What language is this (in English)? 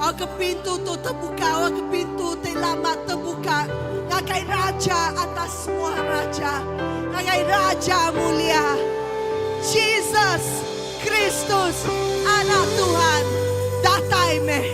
Iban